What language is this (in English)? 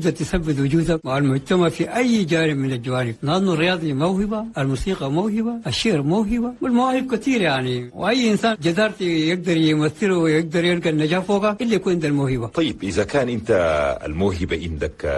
Chadian Arabic